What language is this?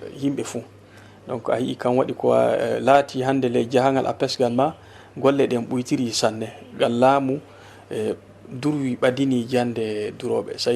Fula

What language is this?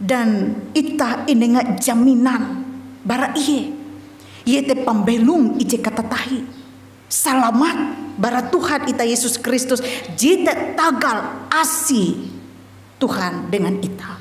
Ngaju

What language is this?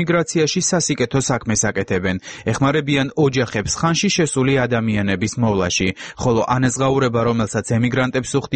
Georgian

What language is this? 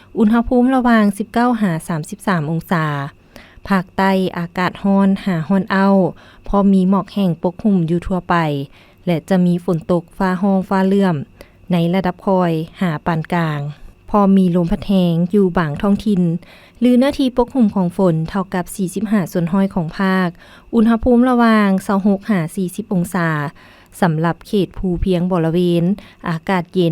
Lao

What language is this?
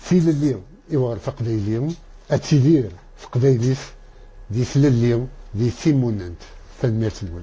Kabyle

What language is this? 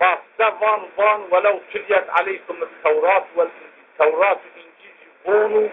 Zaza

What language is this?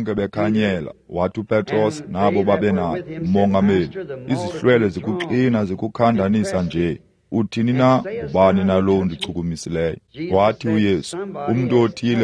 Xhosa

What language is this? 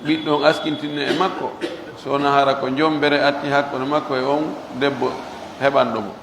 Pular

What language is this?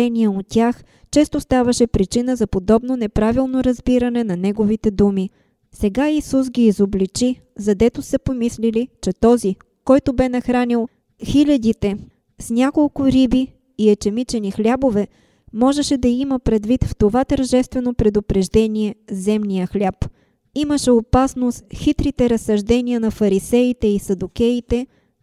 Bulgarian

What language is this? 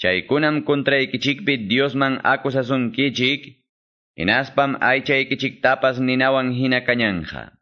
Quechua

